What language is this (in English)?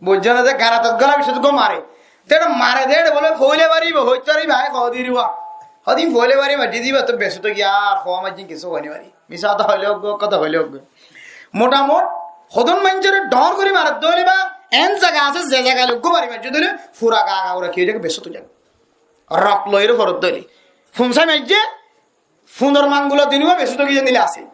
Rohingya